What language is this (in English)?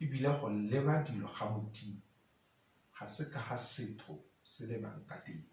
Tswana